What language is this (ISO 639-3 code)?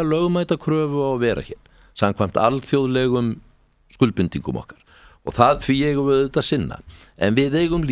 isl